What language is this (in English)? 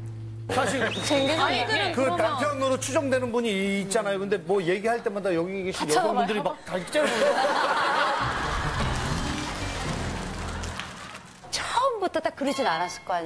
Korean